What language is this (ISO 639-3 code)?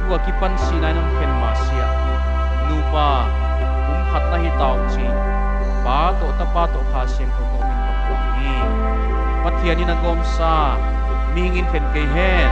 pck